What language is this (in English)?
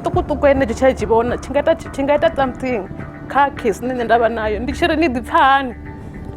Venda